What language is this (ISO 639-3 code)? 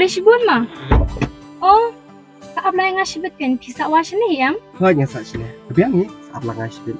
kha